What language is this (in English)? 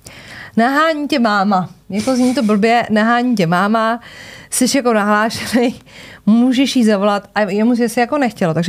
Czech